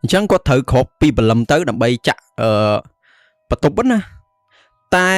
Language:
Khmer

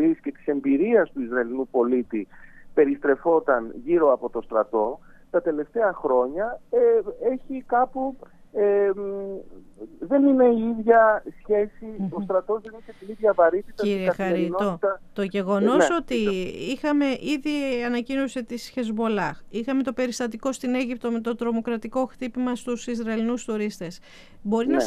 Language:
Greek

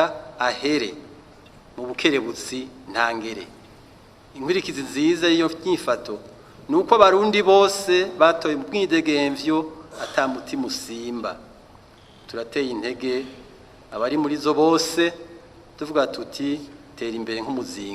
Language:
Rundi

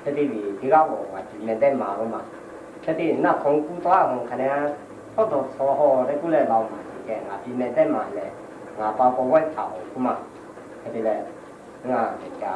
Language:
Lahu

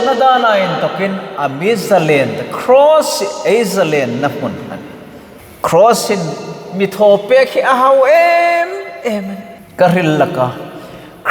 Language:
Hmar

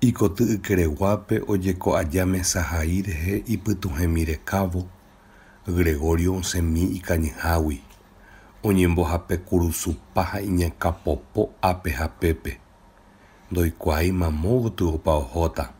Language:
Guarani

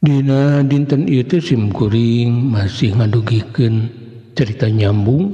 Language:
Sundanese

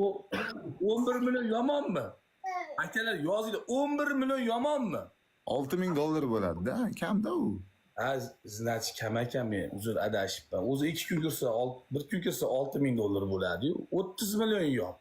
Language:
Uzbek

